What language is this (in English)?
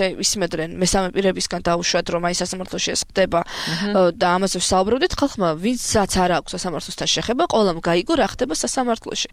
Georgian